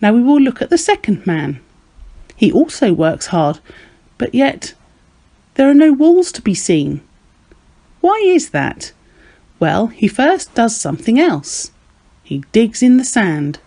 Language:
English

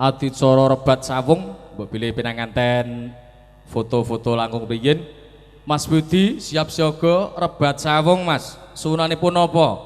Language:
Javanese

